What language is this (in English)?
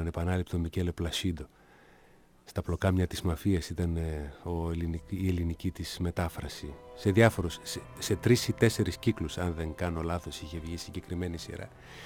Greek